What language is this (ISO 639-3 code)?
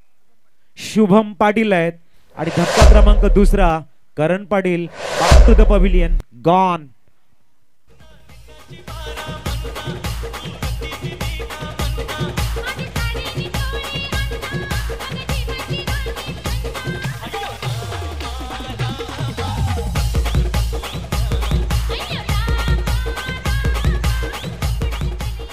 mar